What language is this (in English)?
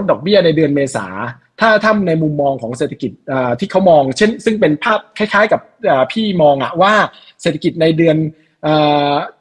Thai